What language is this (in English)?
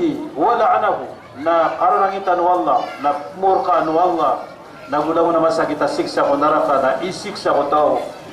Maranao